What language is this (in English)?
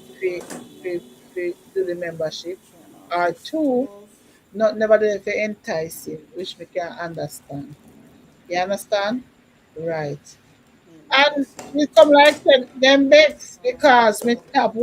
Jamaican Creole English